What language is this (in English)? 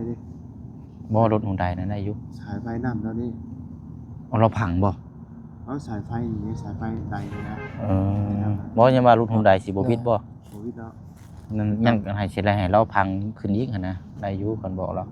Lao